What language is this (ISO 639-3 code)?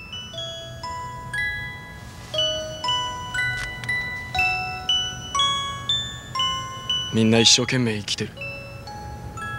jpn